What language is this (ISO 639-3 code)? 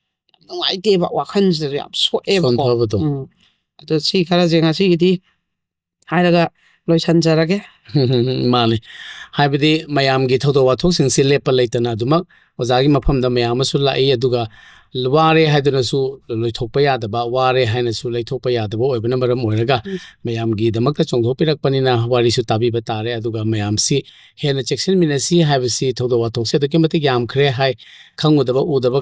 mni